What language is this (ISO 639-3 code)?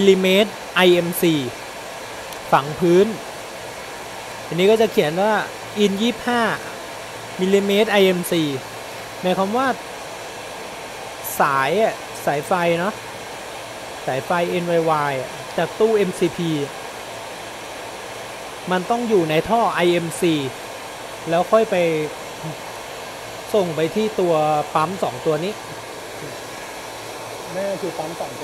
tha